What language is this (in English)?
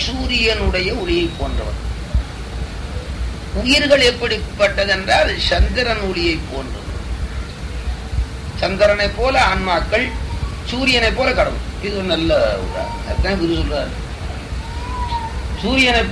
Tamil